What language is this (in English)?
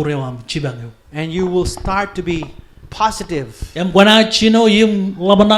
Marshallese